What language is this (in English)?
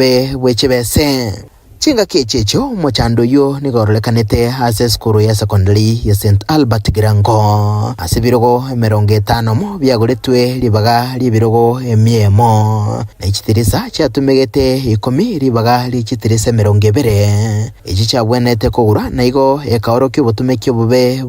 Gusii